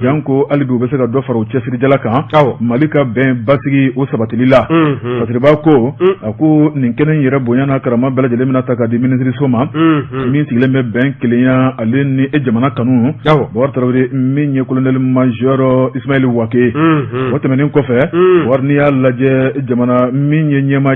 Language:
Bambara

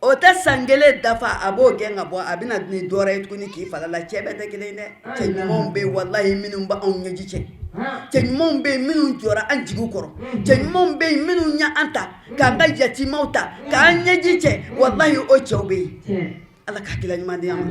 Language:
Bambara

